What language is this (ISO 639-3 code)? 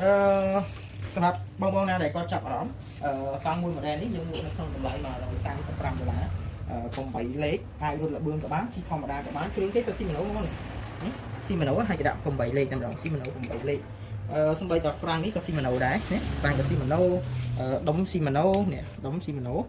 khm